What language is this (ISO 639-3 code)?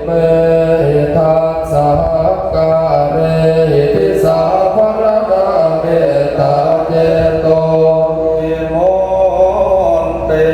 pli